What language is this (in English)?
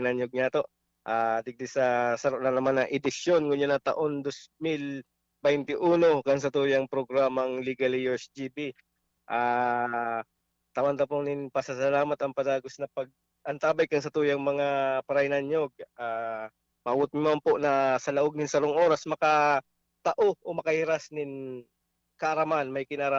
Bikol